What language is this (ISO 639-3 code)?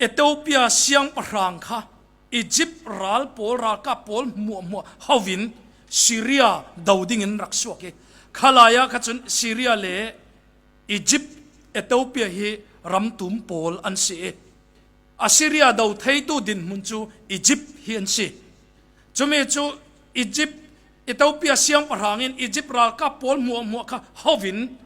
cfm